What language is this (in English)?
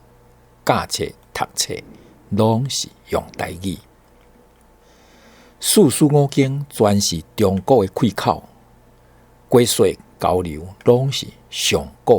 Min Nan Chinese